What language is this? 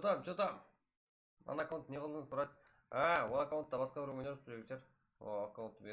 Kara-Kalpak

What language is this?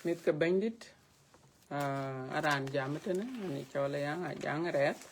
Dinka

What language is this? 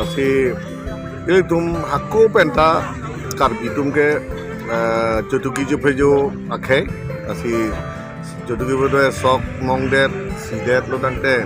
Karbi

